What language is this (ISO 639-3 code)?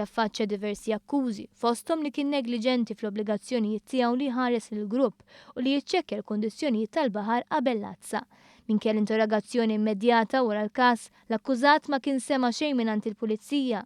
mlt